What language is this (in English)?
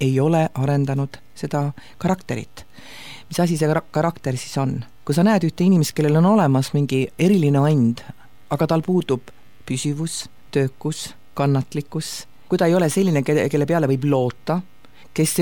Estonian